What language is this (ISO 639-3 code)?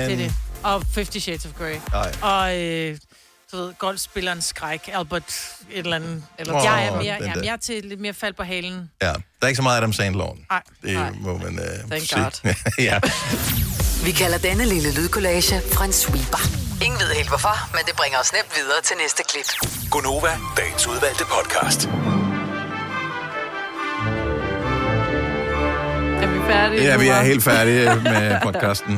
dan